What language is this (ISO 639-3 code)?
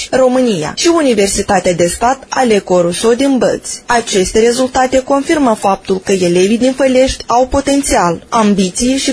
ron